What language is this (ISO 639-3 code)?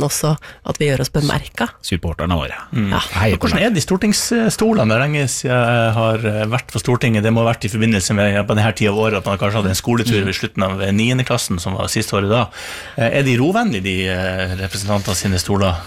nor